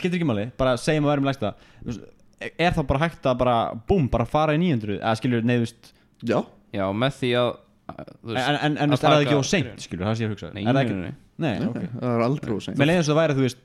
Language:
Icelandic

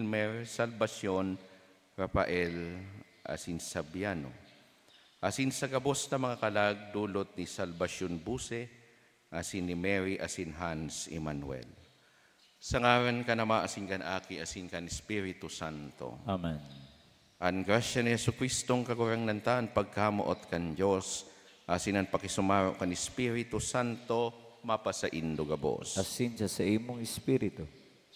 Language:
Bikol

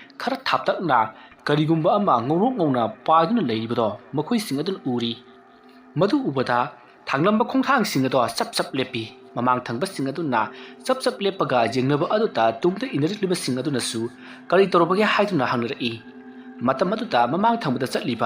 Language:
Manipuri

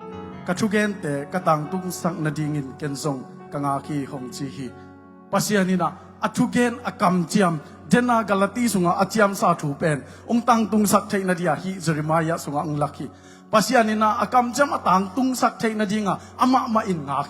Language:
Tedim Chin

